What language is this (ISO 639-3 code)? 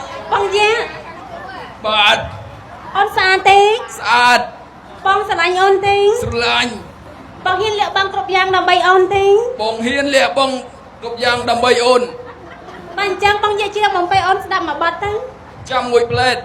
khm